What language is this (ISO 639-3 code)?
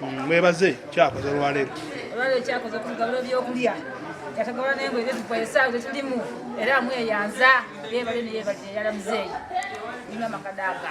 xog